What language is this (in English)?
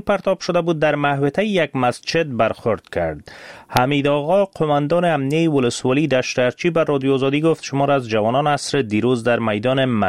Persian